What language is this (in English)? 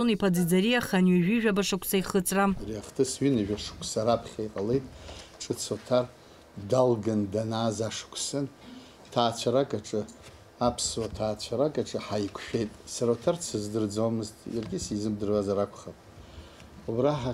Abkhazian